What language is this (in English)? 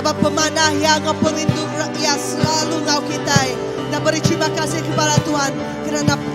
Iban